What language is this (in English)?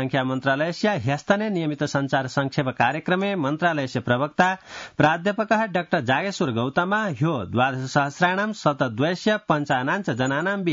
Sanskrit